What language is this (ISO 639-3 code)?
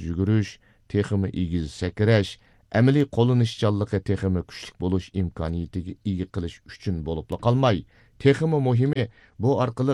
uig